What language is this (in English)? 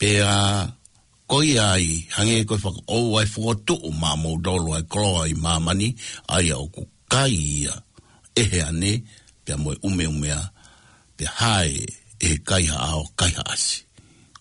Tongan